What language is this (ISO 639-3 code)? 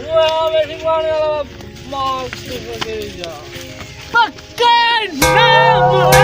skr